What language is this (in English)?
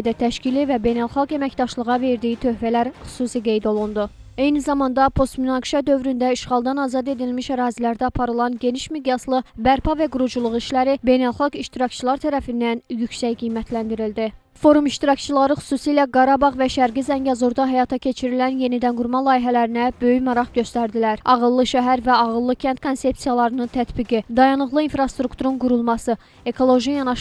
Azerbaijani